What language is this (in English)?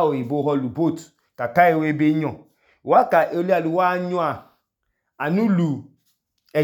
Idoma